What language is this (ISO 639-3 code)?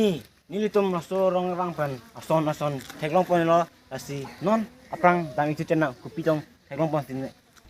mjw